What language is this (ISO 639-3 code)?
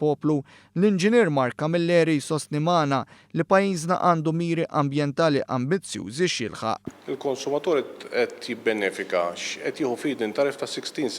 mlt